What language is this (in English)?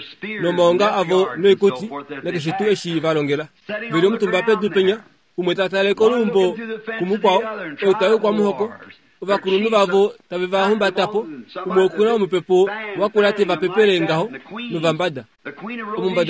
Kuanyama